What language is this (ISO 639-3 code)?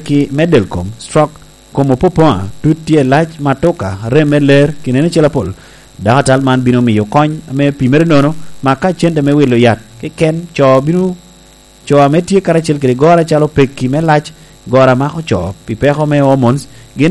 laj